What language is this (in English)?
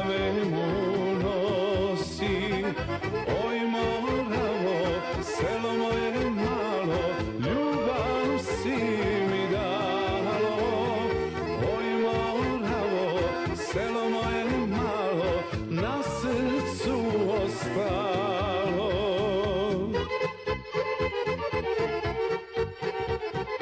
Serbian